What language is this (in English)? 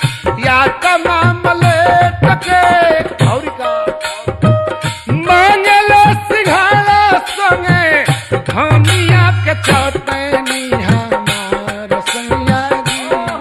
Bhojpuri